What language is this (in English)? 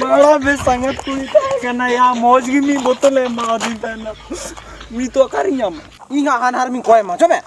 Santali